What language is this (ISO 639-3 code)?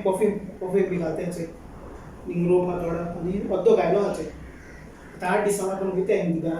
kok